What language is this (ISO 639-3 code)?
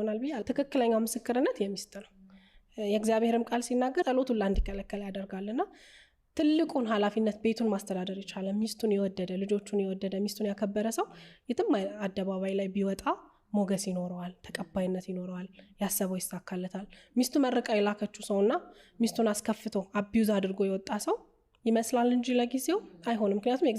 amh